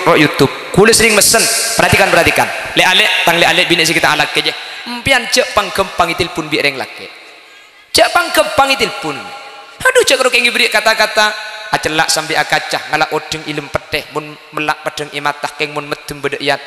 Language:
Madurese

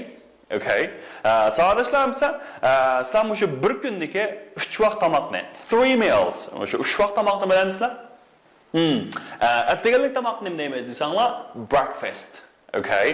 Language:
Uyghur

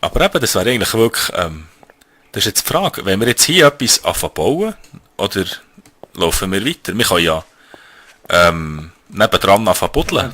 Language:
Swiss German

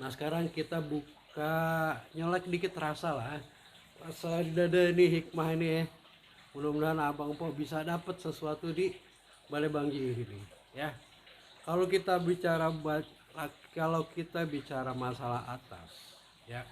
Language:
Betawi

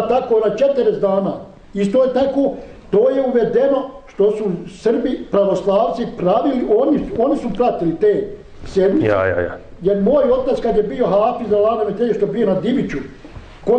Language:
Bosnian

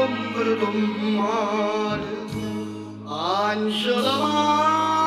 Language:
Neapolitan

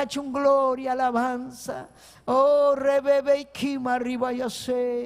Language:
Ayacucho Quechua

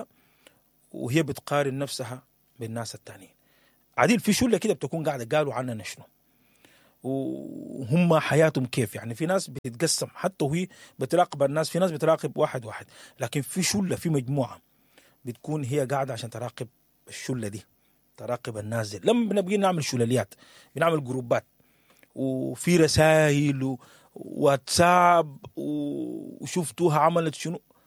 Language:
Sudanese Arabic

